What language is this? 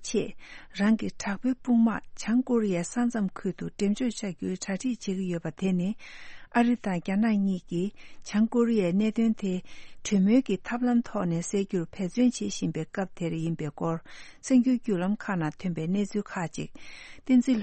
Tibetan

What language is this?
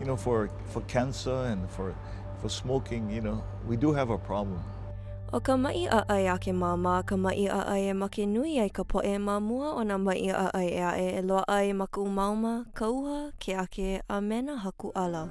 Hawaiian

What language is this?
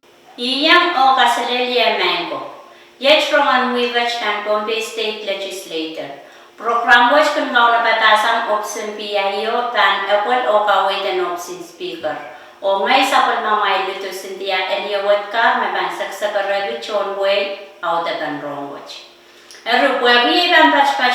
Pohnpeian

